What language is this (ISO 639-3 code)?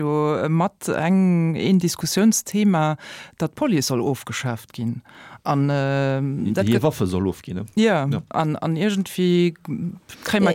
ltz